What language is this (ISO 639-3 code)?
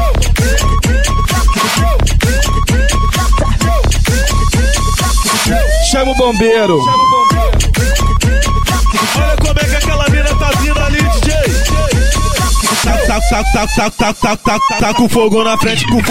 por